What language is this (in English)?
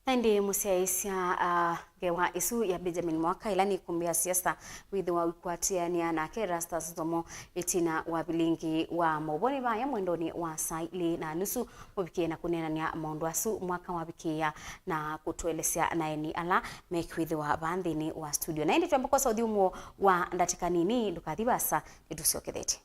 Kamba